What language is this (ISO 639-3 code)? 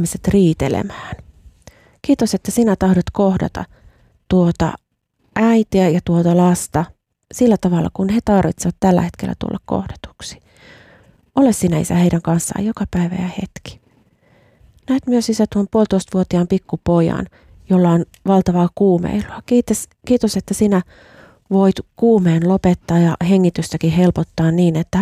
fin